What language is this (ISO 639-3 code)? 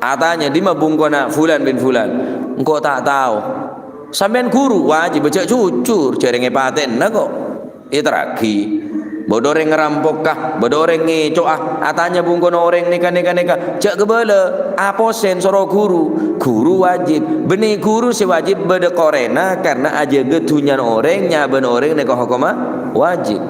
mad